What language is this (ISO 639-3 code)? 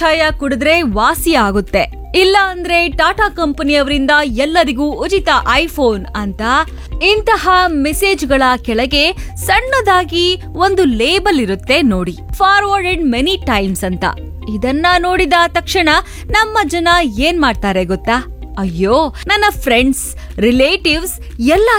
kan